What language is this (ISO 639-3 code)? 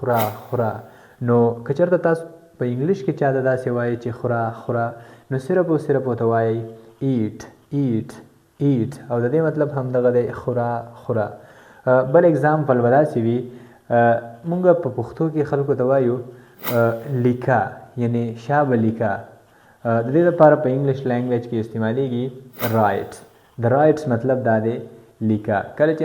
pus